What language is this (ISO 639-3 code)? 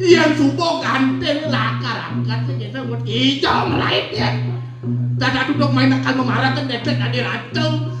ban